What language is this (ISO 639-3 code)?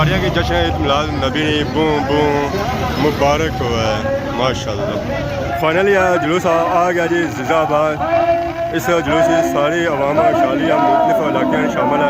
phr